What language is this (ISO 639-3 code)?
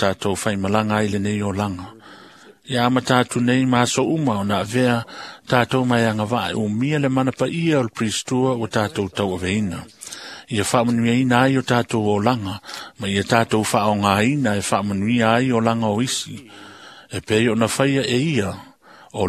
smo